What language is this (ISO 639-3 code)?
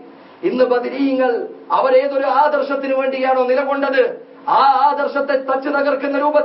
mal